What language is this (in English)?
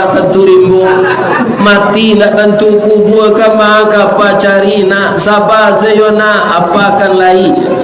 Minangkabau